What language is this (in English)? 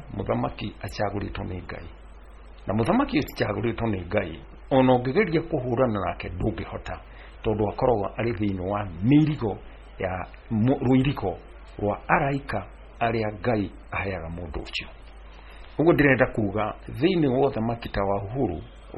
Kikuyu